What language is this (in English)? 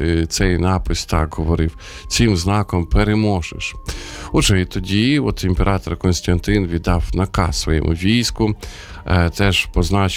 Ukrainian